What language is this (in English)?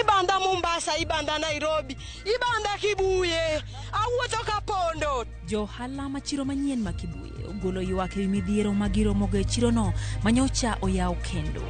Luo (Kenya and Tanzania)